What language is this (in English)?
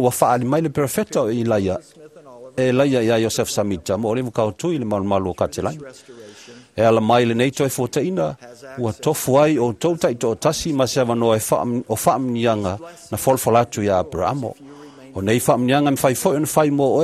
Samoan